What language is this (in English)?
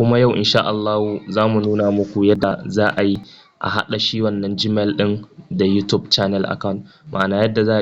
Hausa